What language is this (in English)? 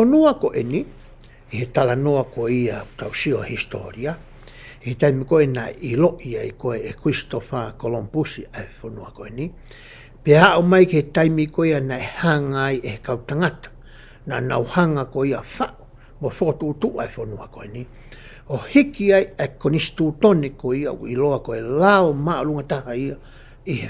Tongan